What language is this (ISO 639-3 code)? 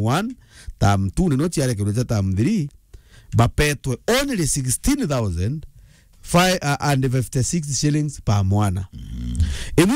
mer